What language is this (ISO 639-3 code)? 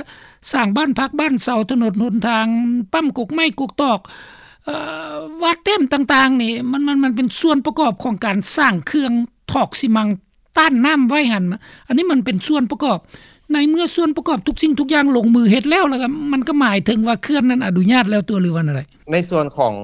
lao